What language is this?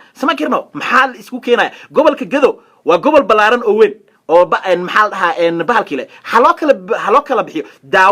Somali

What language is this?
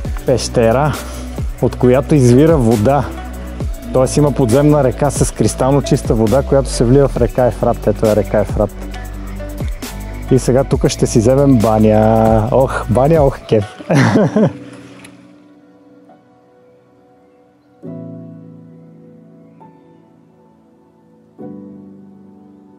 Bulgarian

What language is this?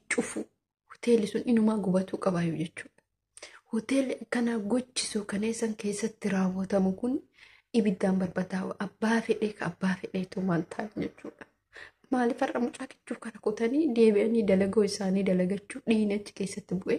Oromo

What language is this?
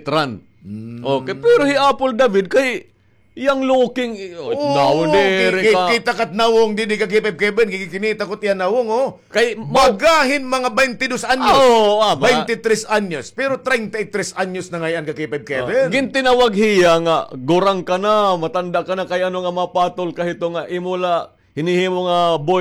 Waray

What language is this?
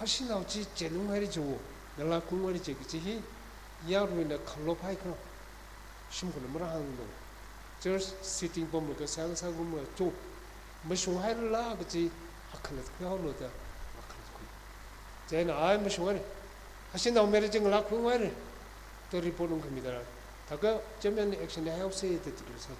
Tangkhul Naga (India)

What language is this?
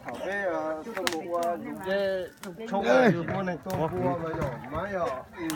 Hmong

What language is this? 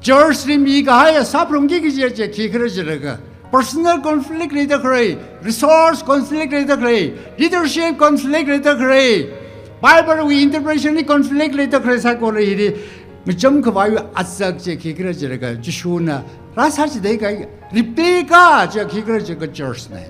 Tangkhul Naga (India)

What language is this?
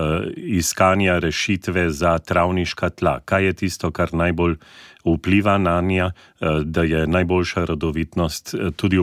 Slovenian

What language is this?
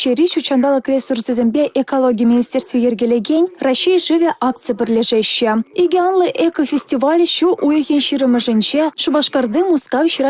Chuvash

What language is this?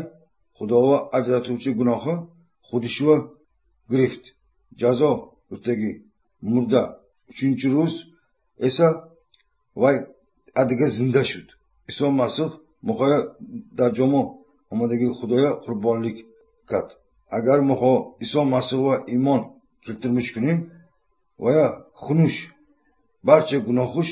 Tajik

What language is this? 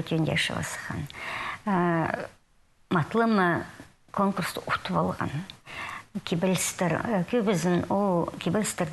Khakas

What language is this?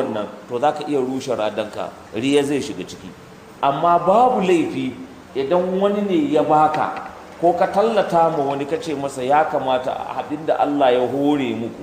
Hausa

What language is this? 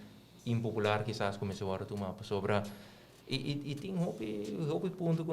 Papiamento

